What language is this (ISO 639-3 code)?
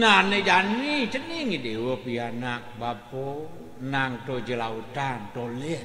ban